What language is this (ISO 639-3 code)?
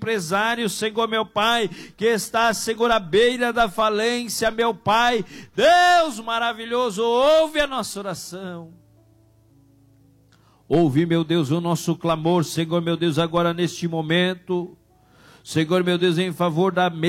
por